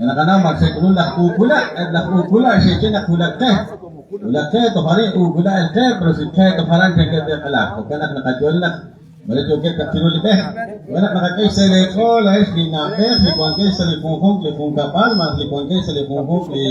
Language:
Kekchí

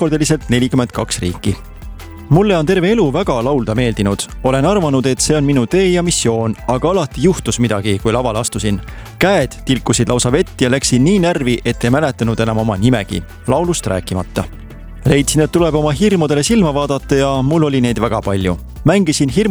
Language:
Estonian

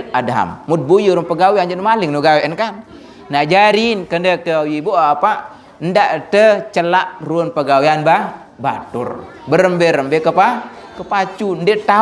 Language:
Sasak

